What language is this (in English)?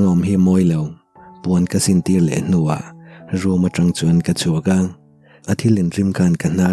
Mizo